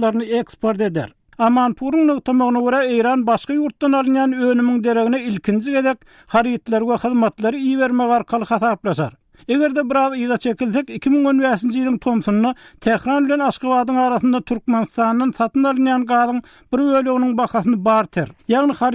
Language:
Turkmen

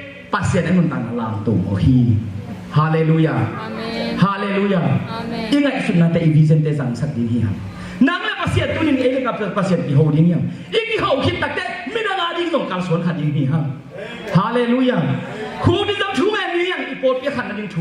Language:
Tedim Chin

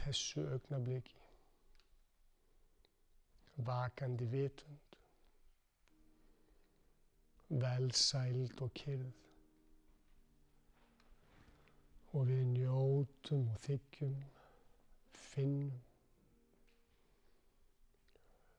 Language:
Icelandic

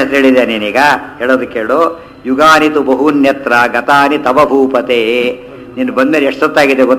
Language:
Kannada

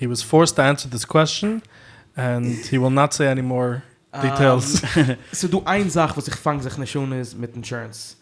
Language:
Yiddish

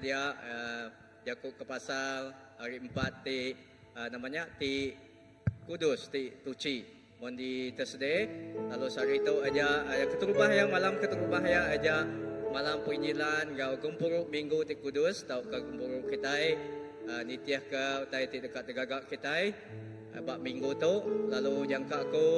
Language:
Iban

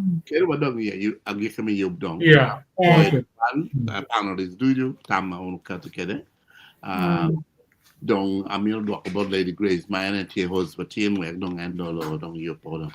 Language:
Acoli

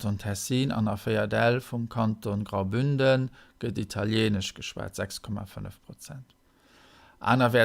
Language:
Luxembourgish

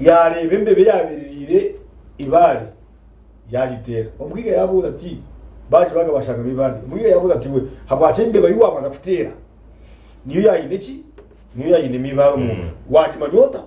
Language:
Nyankole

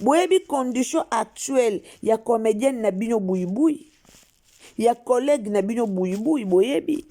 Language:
Lingala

